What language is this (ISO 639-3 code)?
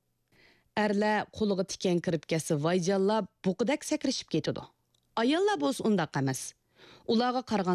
uig